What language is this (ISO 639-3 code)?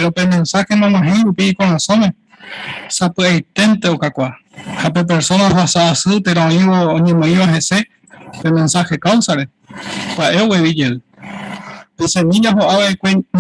grn